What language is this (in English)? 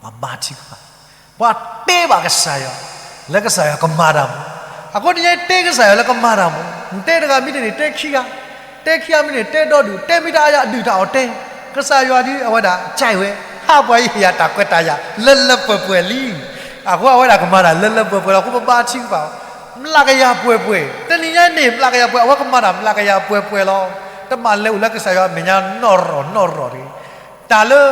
S'gaw Karen